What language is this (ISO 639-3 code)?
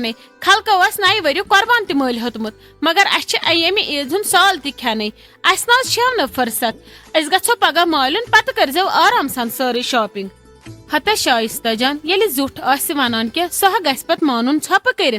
kas